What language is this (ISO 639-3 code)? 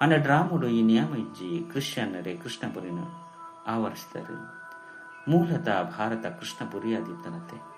tcy